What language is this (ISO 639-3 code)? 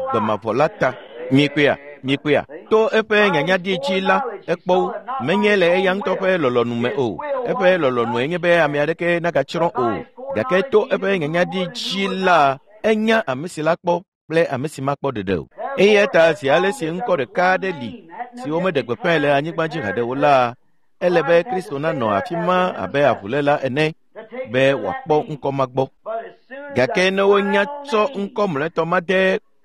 ewe